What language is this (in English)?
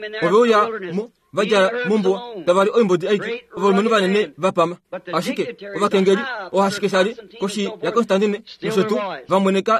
Kuanyama